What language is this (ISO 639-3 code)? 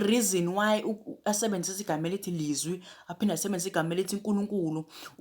zul